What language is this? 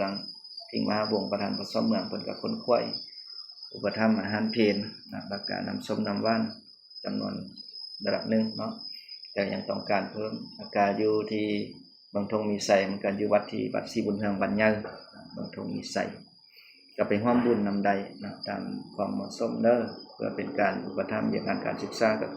Lao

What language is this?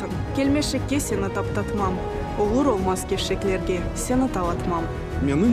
Crimean Tatar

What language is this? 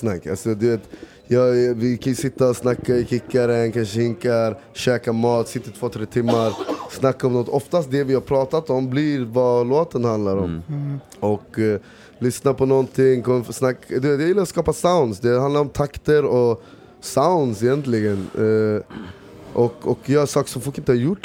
Swedish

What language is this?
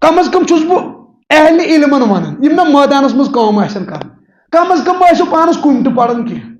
Kashmiri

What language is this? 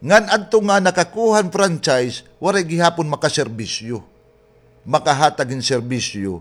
Waray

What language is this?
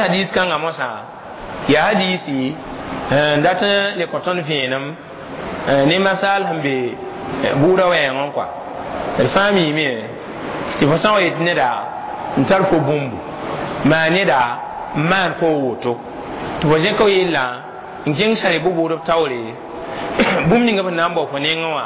Mossi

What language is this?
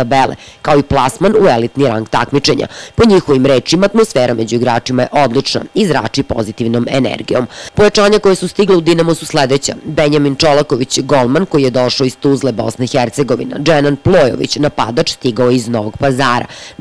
Serbian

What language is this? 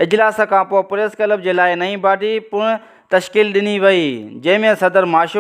Sindhi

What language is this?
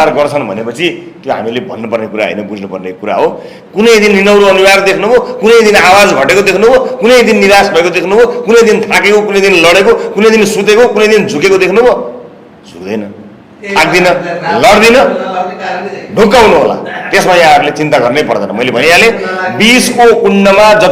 Nepali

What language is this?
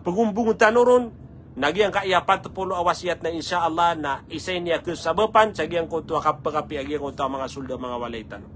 Maranao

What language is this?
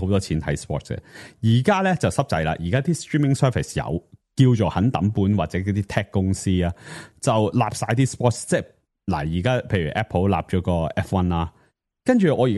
Cantonese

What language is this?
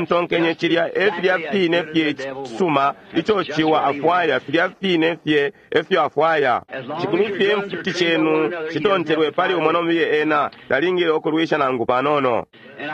Bemba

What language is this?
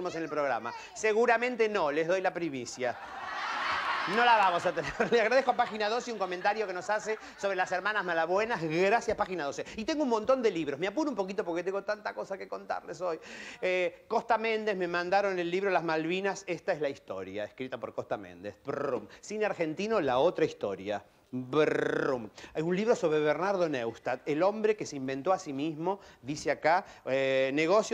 Spanish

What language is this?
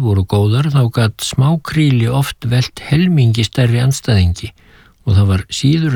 Icelandic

